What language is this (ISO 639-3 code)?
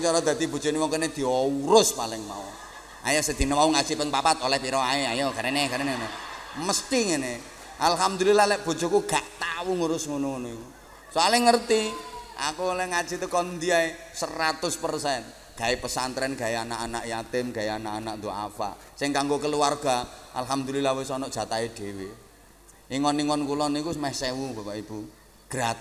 jav